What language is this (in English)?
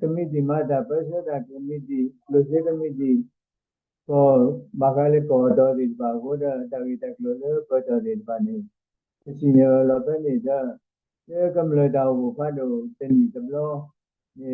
S'gaw Karen